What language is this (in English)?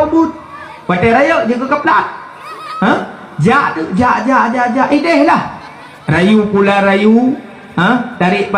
Achinese